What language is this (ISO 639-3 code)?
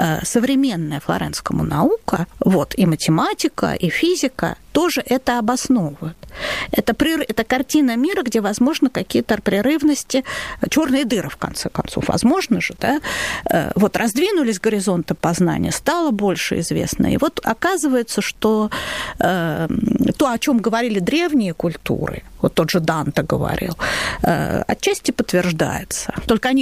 rus